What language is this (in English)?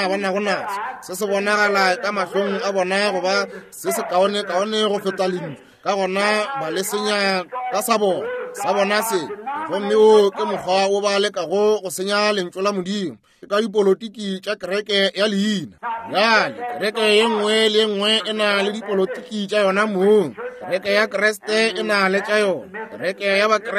Northern Sotho